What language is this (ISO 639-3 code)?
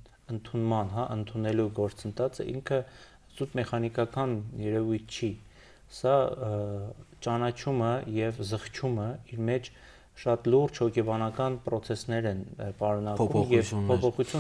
hye